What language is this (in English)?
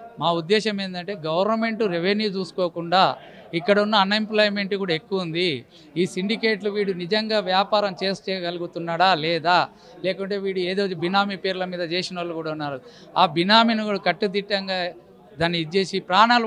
Telugu